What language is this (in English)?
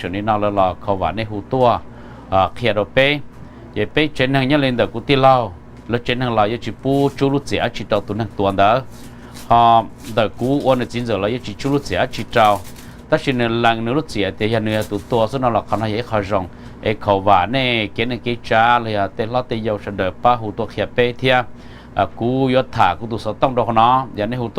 Hmong